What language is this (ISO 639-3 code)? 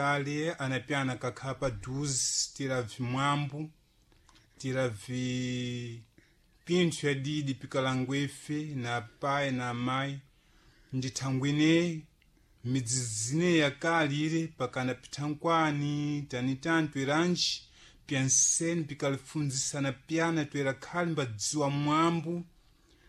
seh